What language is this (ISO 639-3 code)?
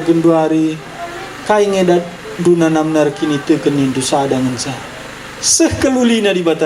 btx